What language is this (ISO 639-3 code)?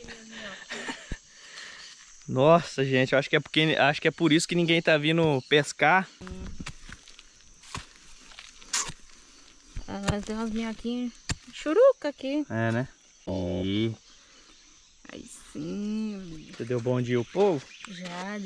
por